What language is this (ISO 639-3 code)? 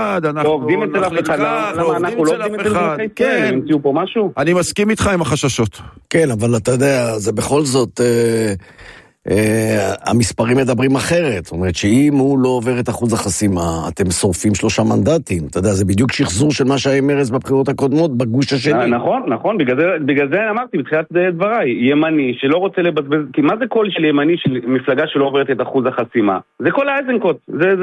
heb